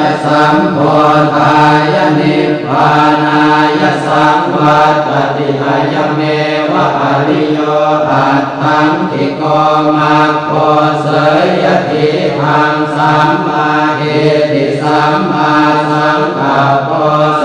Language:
Pali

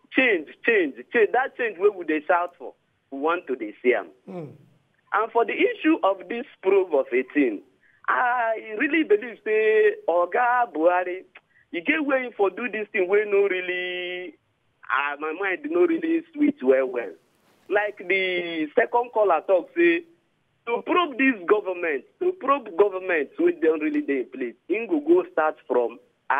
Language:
Nigerian Pidgin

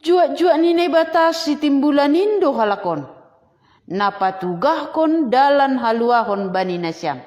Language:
Batak Simalungun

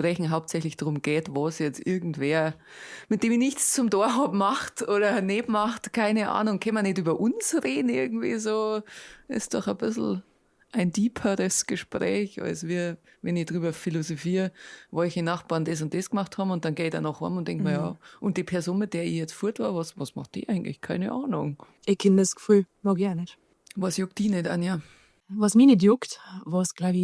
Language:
Bavarian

